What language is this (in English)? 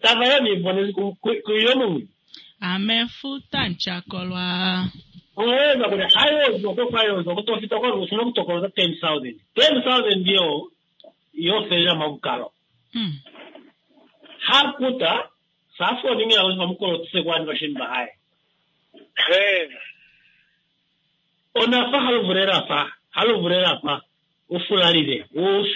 Swahili